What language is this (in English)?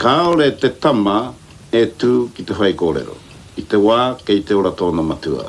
Māori